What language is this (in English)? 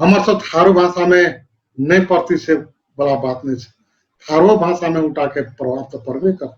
Dangaura Tharu